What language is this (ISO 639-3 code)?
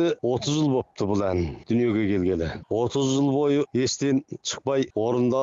kaz